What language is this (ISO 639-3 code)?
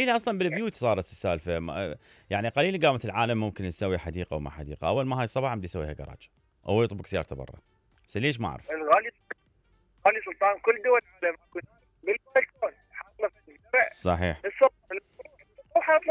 acm